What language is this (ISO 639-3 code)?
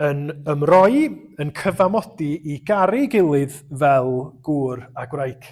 cym